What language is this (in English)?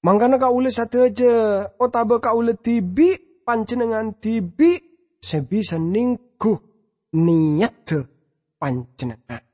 Madurese